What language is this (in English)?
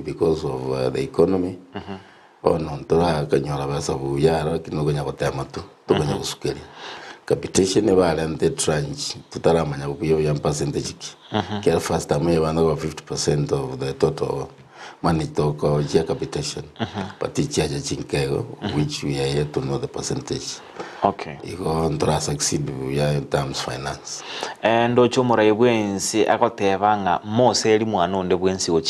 Gusii